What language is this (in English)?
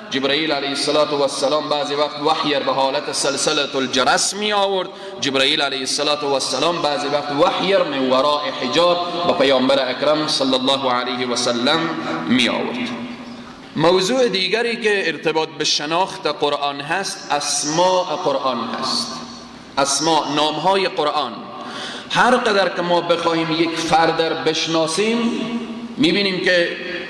Persian